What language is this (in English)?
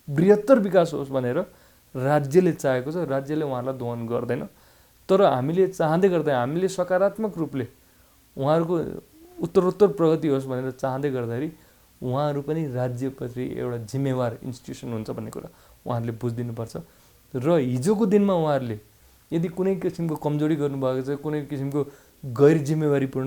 Nepali